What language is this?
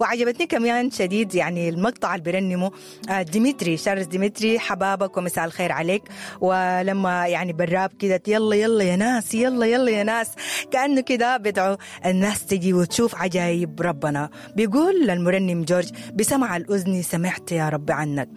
Sudanese Arabic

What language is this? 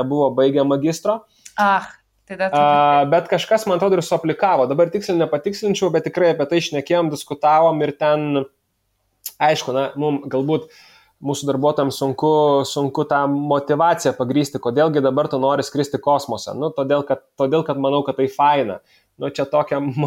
Lithuanian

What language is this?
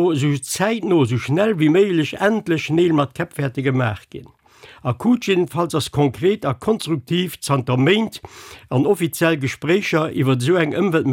Luxembourgish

